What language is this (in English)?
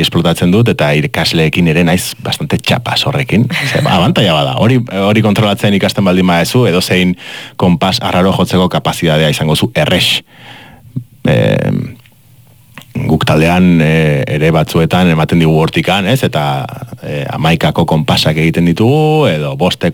Basque